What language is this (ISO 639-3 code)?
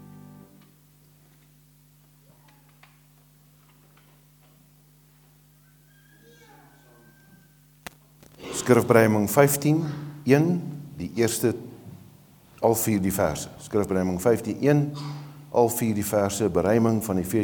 afr